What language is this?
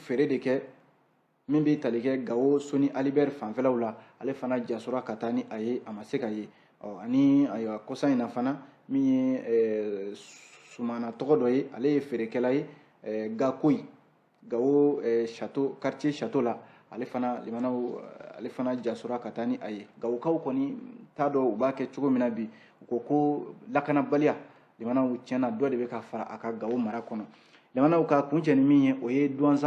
Bambara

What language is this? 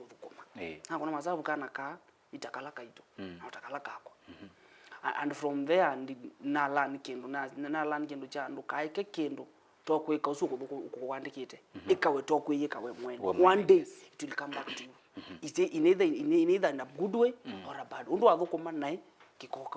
Kamba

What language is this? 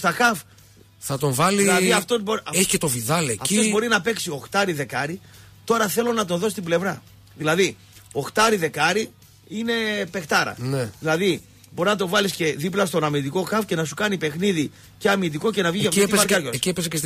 Greek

